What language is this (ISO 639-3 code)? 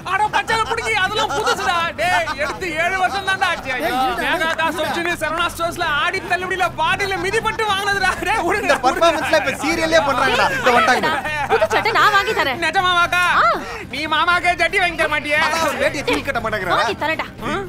tam